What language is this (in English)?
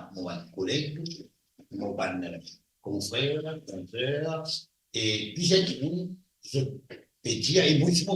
Morisyen